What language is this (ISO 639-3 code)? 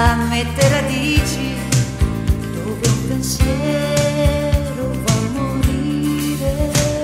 ita